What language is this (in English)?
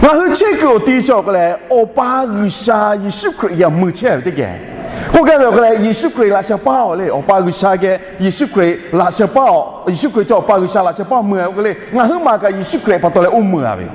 Lahu